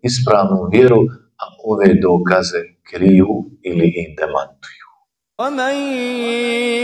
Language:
Bosnian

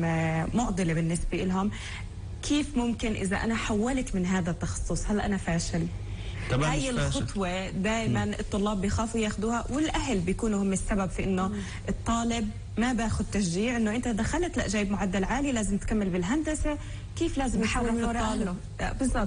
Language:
North Levantine Arabic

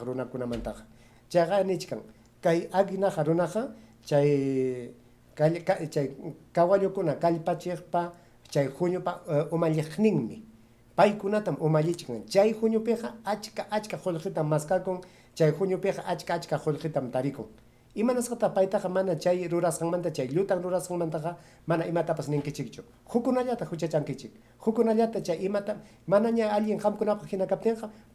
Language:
Ayacucho Quechua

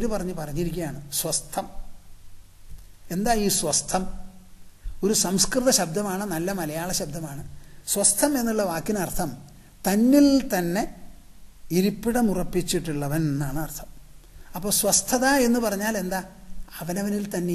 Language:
Malayalam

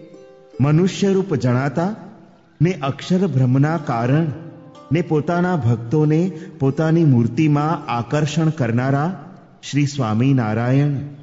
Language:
Gujarati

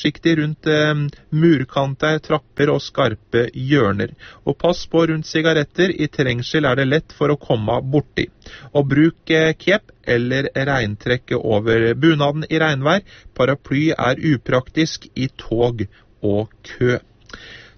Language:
Norwegian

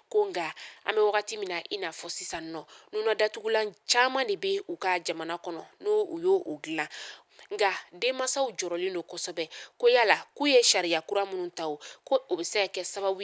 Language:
Bambara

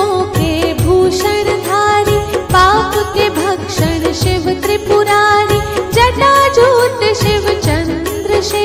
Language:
Hindi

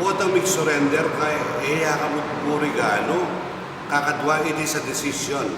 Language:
Pampanga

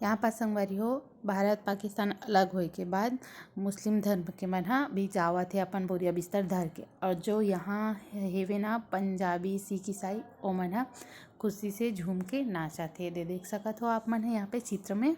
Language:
Chhattisgarhi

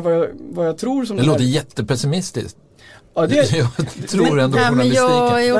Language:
Swedish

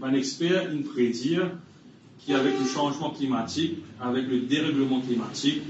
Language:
Morisyen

